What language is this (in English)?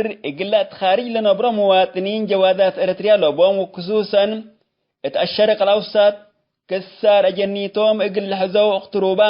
Tigre